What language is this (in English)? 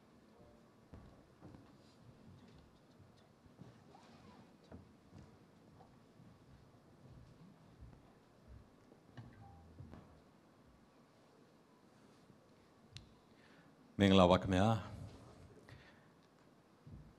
Burmese